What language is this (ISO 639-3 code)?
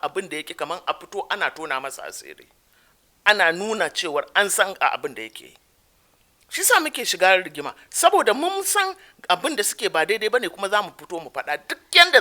hau